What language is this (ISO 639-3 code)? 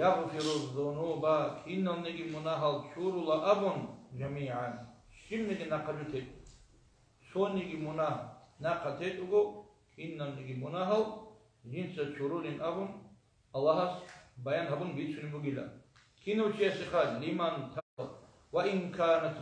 ava